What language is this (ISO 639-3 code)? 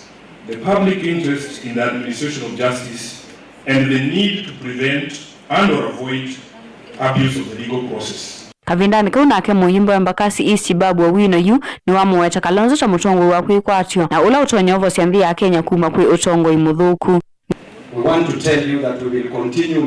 kam